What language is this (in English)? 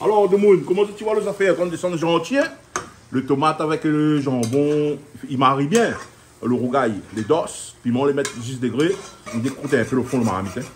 Réunion Creole French